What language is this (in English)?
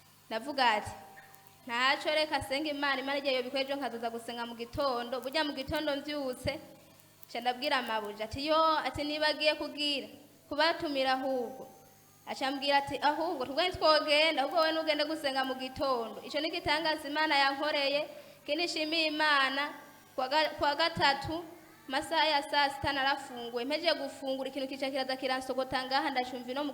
Rundi